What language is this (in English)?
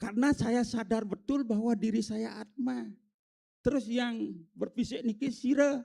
Balinese